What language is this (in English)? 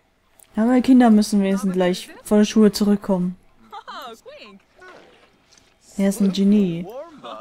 German